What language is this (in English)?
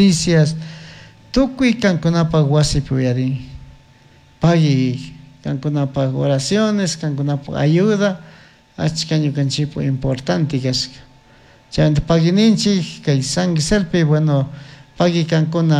Chimborazo Highland Quichua